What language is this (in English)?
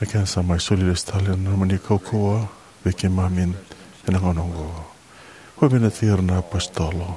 Fijian